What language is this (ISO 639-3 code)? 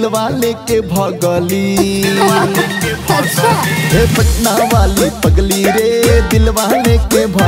bho